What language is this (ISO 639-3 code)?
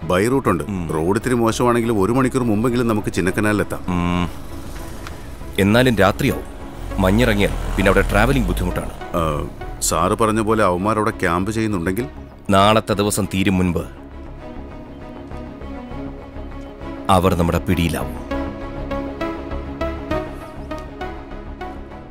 mal